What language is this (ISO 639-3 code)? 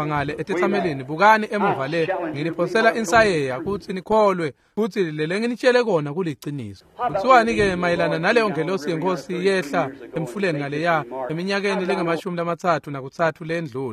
ssw